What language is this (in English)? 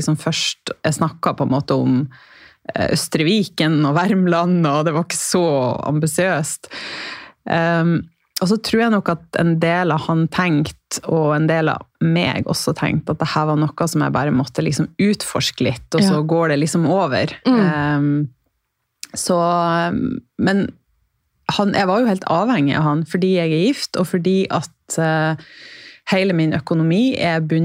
Norwegian